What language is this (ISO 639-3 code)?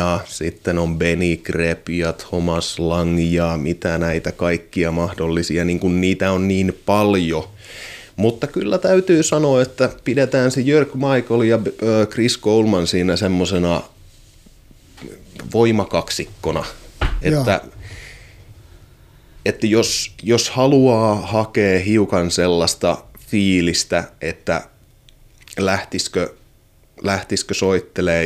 fin